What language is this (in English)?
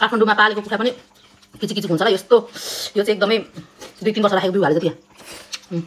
Nepali